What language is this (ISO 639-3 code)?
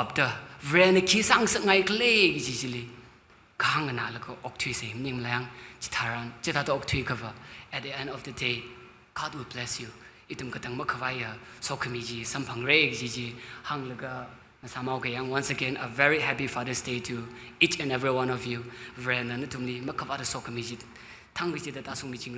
nmf